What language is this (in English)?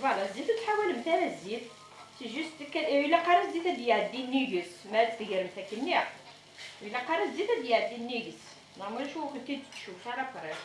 Kabyle